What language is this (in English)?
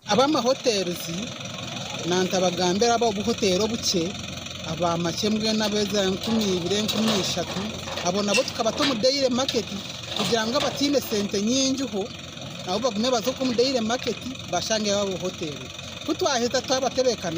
Nyankole